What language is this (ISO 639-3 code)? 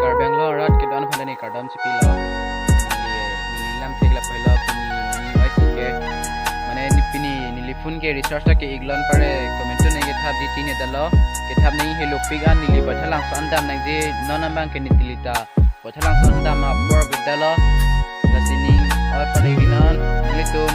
mjw